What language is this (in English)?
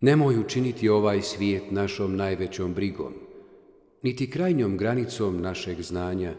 Bosnian